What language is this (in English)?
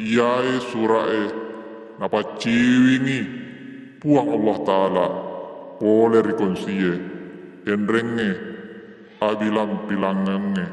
Buginese